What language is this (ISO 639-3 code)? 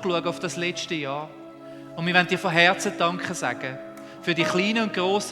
gsw